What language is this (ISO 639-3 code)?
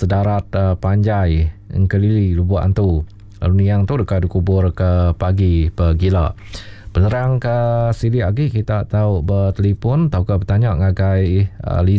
iba